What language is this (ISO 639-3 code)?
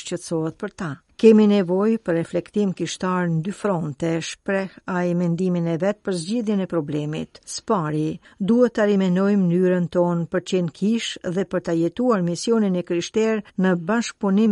sqi